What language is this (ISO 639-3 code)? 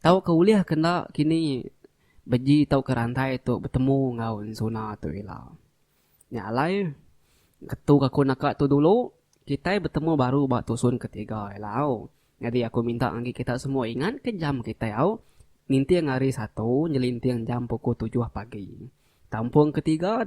iba